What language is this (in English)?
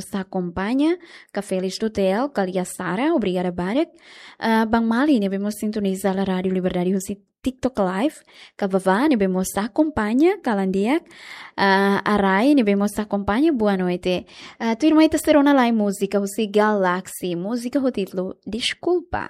Tetum